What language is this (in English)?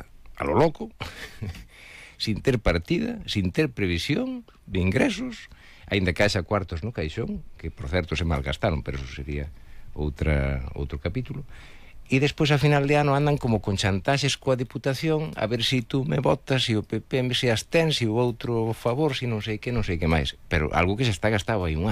Galician